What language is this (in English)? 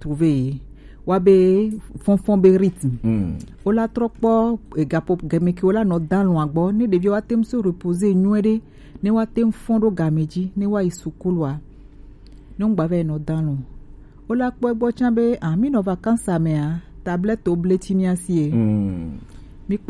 Gen